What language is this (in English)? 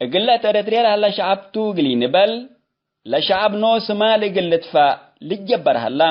Tigre